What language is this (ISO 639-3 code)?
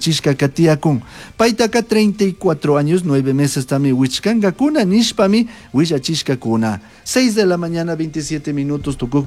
qug